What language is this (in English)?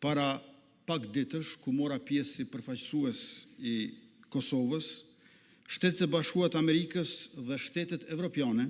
Albanian